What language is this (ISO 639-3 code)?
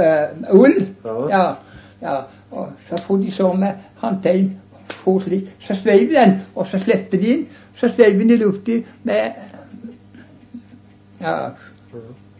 nor